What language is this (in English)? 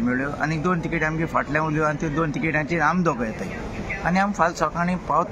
Konkani